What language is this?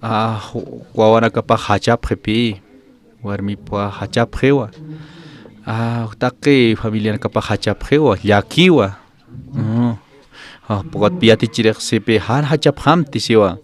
Aymara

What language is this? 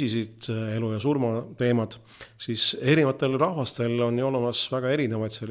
Estonian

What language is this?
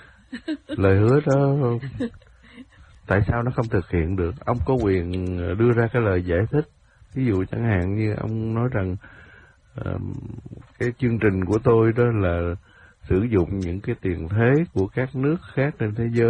Vietnamese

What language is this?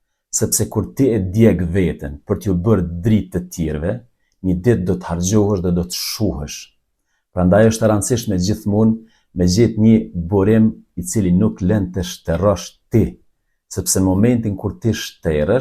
Albanian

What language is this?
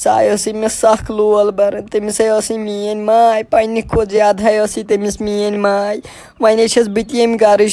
Kashmiri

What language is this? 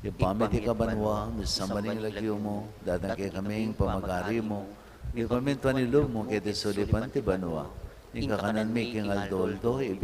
Pampanga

